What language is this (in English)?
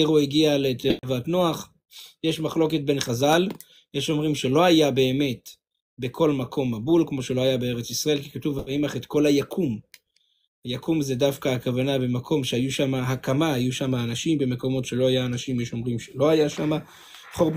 Hebrew